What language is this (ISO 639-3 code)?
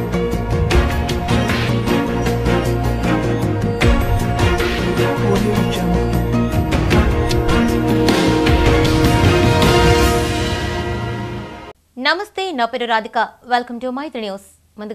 tel